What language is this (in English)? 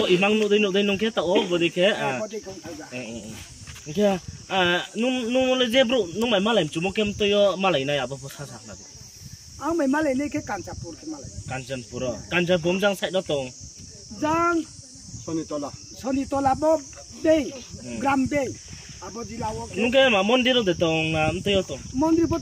Riang (India)